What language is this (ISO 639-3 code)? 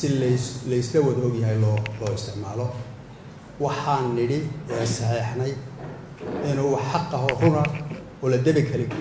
som